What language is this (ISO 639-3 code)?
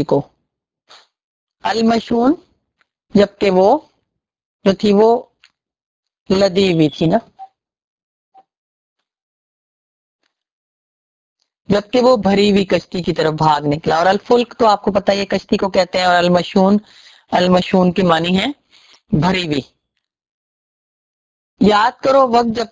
urd